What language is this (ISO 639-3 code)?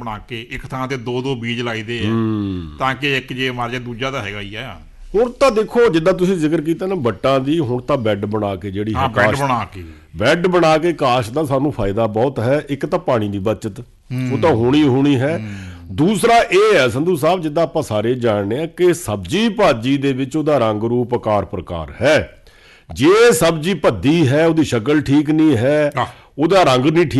pan